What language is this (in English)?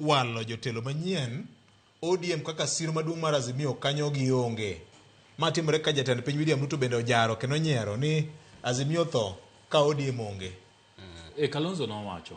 Luo (Kenya and Tanzania)